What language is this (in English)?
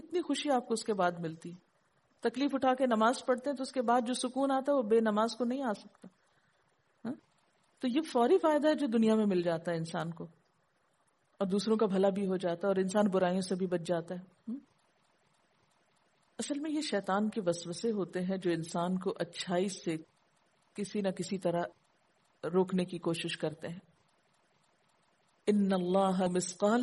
Urdu